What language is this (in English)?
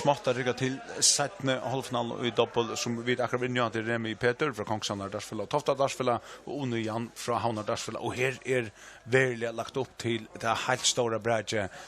Faroese